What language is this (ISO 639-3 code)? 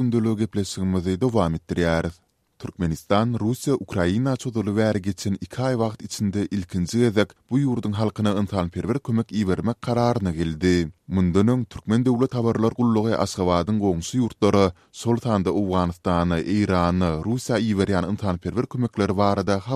tuk